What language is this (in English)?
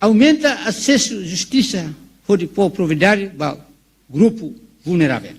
Tetum